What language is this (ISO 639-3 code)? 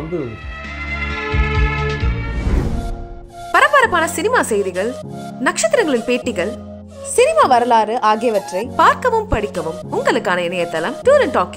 tam